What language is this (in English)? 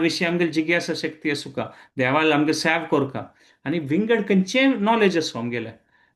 Konkani